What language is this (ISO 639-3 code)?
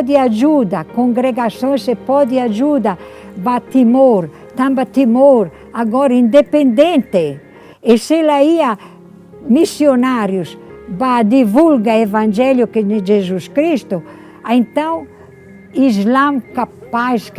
tet